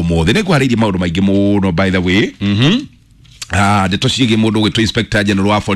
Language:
Kikuyu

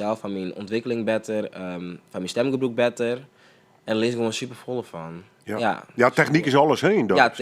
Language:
Western Frisian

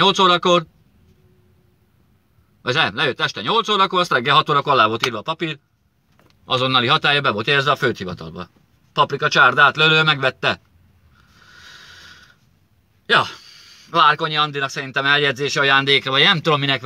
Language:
Hungarian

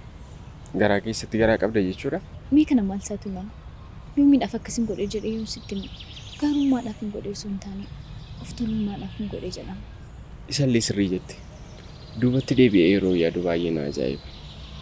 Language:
Oromo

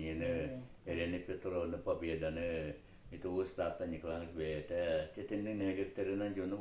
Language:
Yakut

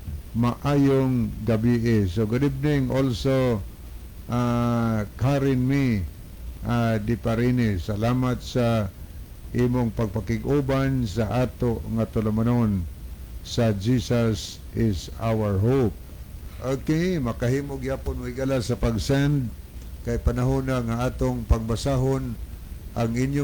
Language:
Cebuano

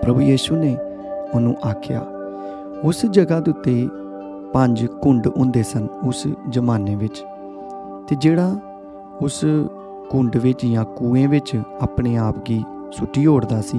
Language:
Dogri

